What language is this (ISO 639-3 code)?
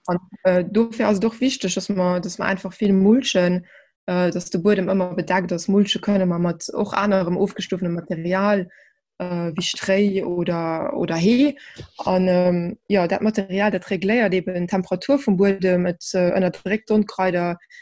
ltz